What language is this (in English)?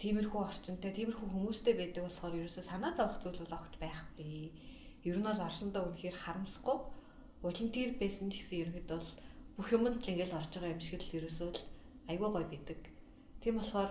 Mongolian